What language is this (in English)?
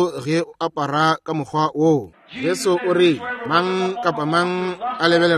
Northern Sotho